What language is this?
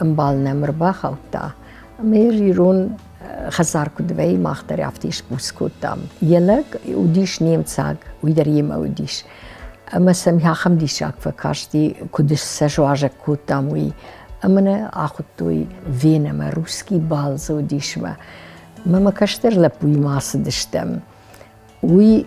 Ossetic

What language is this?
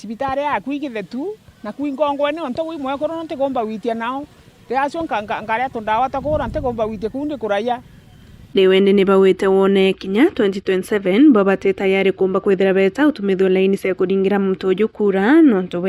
Meru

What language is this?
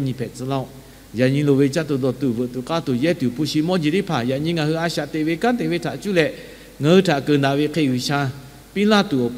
Lahu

